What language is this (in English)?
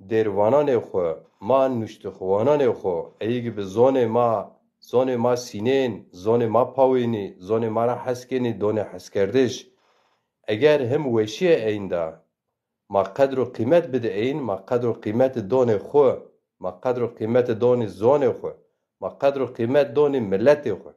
Zaza